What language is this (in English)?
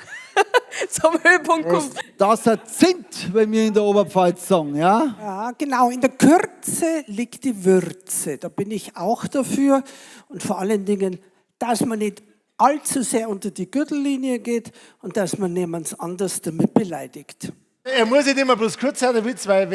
Bavarian